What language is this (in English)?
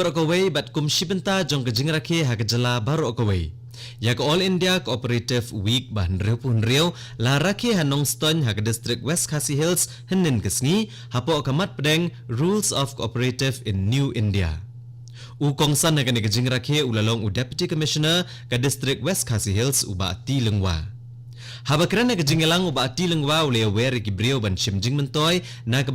Khasi